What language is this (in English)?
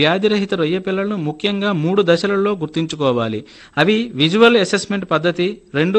Telugu